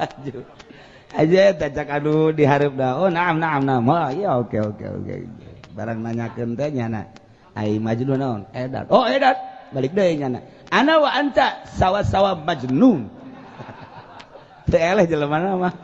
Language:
Sundanese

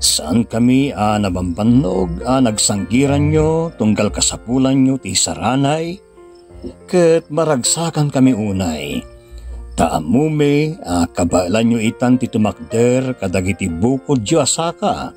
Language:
Iloko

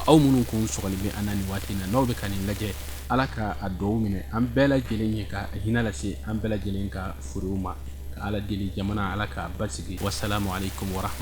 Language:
Bambara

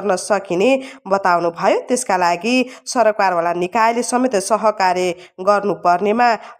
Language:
Nepali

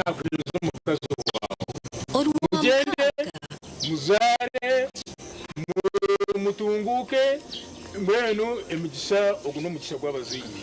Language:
Nyankole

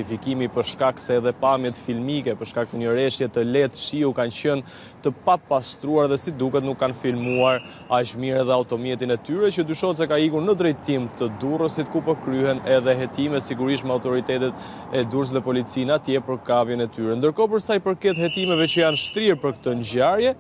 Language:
Albanian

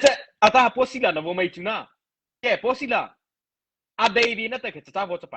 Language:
Mara Chin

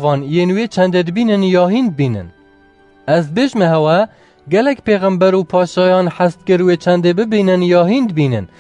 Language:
Kurdish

